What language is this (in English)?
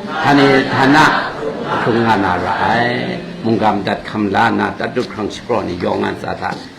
Kachin